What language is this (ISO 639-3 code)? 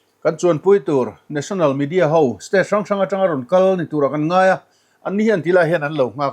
lus